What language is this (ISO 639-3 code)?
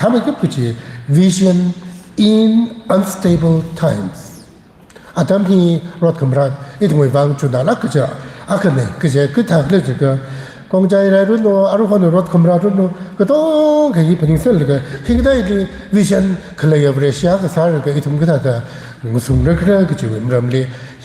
nmf